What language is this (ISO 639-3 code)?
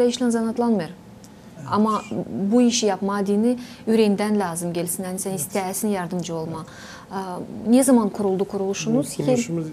gag